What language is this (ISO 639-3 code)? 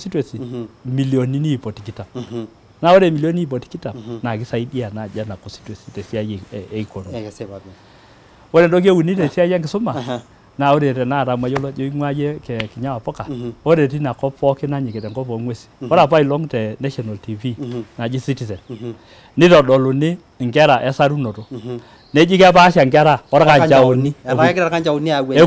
mas